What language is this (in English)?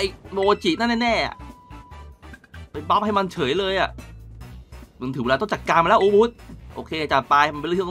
Thai